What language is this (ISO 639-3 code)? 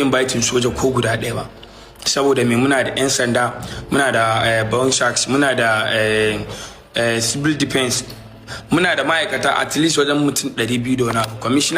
hau